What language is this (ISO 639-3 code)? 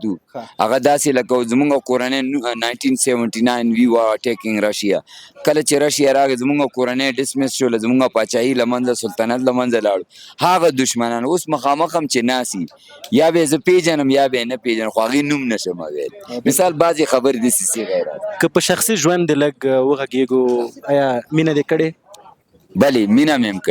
pus